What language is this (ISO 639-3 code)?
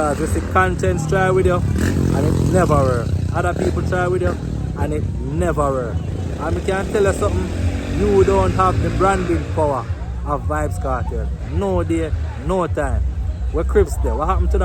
jam